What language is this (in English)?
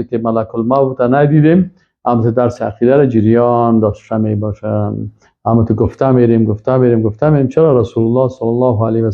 Persian